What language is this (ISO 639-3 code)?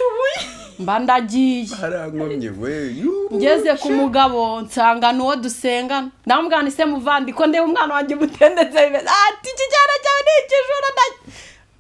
kin